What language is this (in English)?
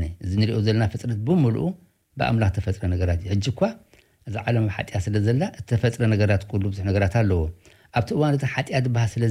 Tigrinya